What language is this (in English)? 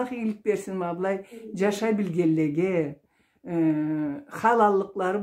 Karachay-Balkar